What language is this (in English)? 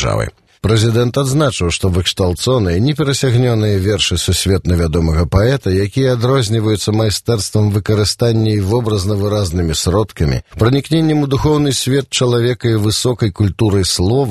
Belarusian